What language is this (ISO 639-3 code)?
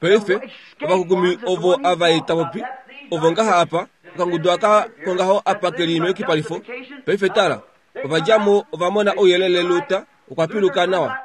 kua